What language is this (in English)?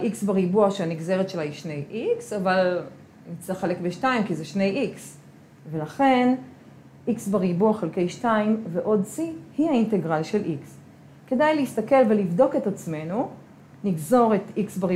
Hebrew